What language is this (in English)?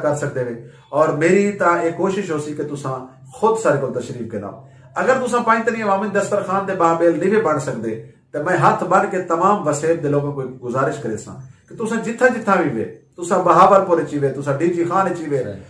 Saraiki